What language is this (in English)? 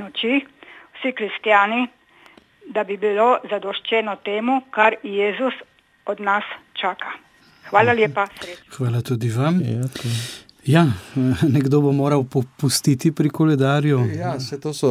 Slovenian